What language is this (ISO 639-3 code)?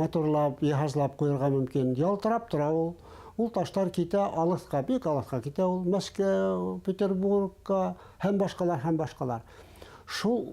bak